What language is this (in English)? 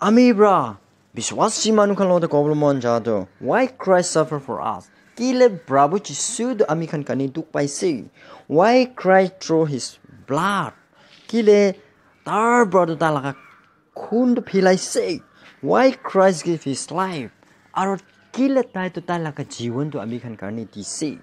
Naga Pidgin